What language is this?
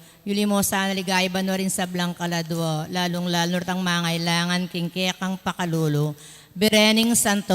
Pampanga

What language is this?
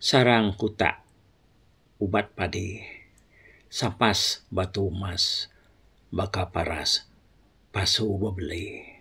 Iban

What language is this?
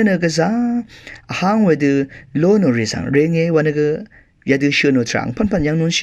Rawang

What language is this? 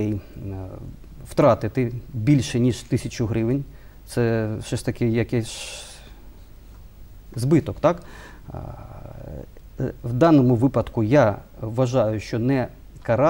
Ukrainian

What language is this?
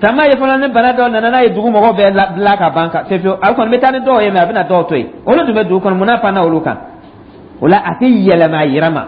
Dyula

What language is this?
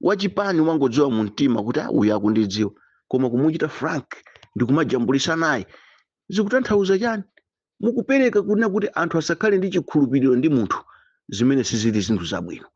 Nyanja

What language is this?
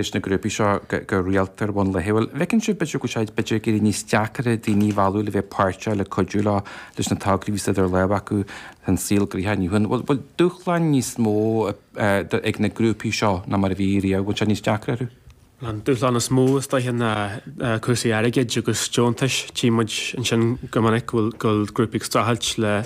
Irish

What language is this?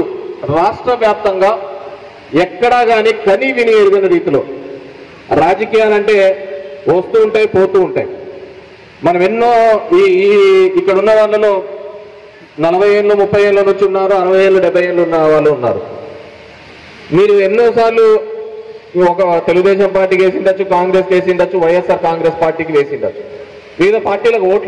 Telugu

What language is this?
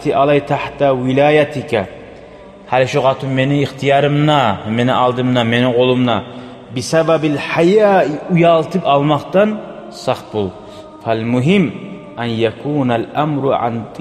Kumyk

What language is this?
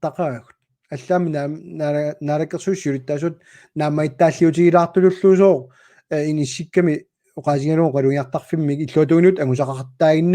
Kalaallisut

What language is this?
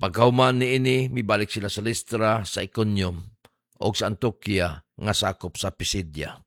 Cebuano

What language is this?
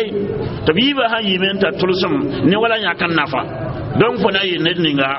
Mossi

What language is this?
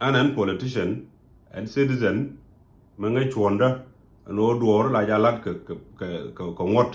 Nuer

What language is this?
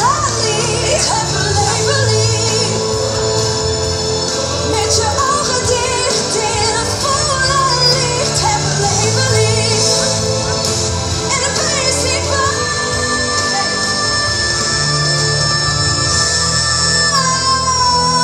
Dutch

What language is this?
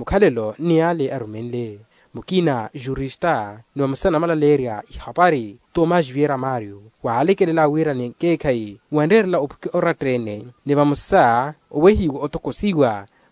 Makhuwa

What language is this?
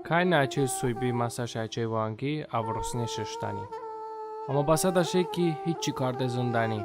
Talysh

